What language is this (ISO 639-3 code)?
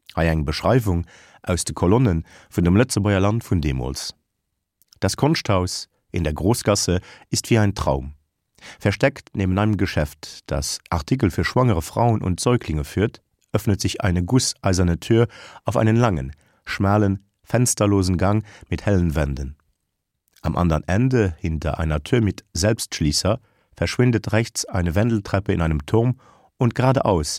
ltz